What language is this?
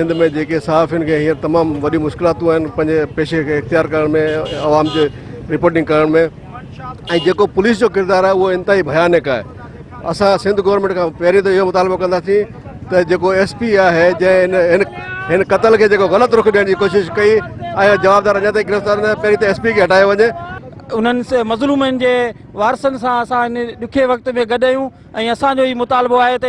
Sindhi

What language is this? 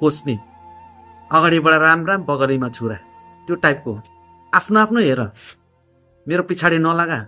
Nepali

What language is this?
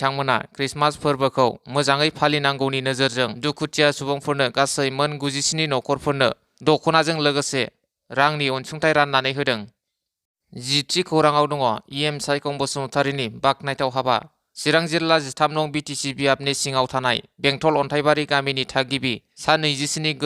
Bodo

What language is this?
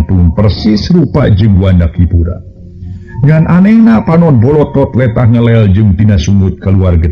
Sundanese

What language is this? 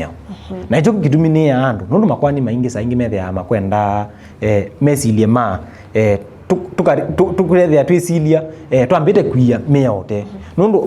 Kamba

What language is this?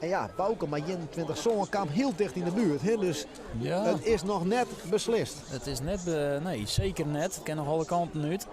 Western Frisian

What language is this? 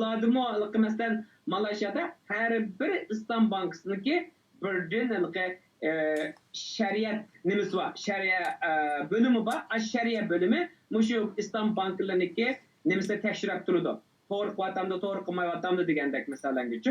Uyghur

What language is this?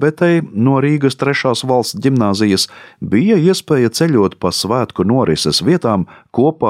Latvian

